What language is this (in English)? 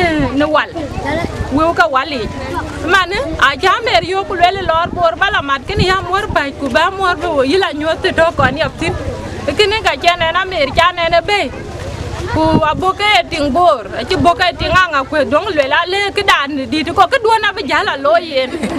Dinka